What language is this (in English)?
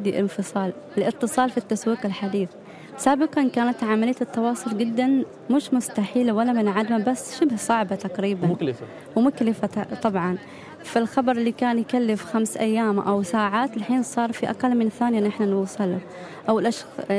Gulf Arabic